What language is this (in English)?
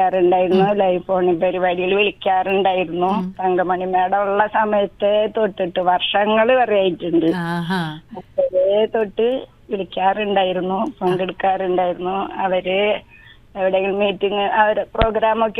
Malayalam